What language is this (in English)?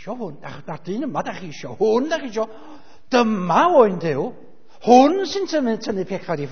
Welsh